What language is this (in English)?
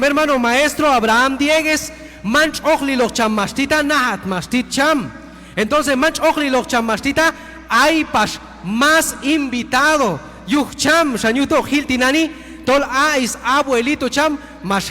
Q'anjob'al